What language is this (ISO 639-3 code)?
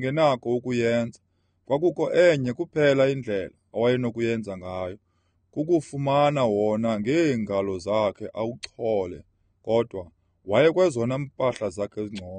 xho